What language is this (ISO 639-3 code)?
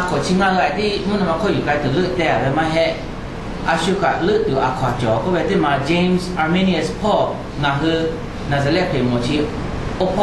lhu